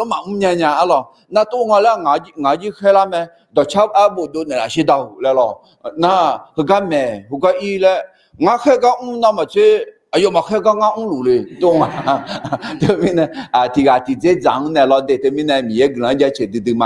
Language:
Akha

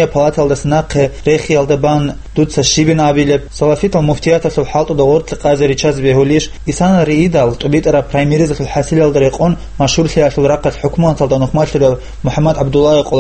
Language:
Avaric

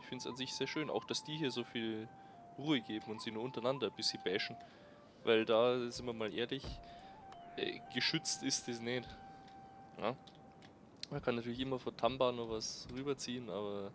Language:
Bavarian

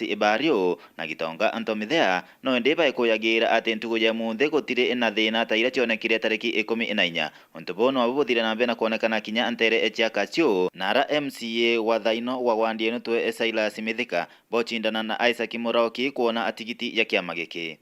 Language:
Meru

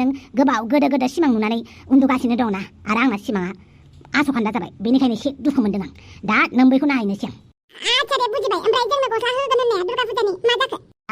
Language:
Bodo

